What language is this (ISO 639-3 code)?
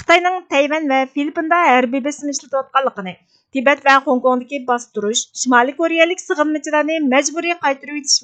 uig